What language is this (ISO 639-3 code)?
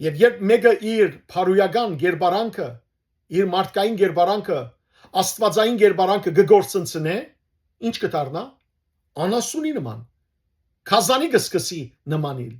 hyw